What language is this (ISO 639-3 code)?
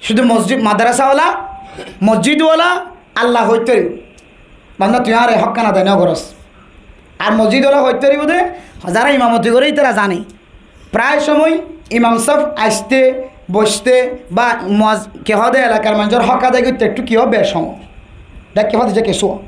rhg